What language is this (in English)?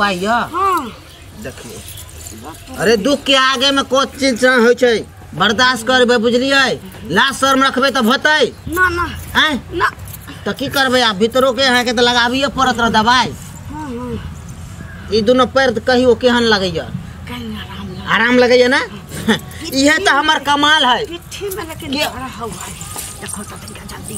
Maithili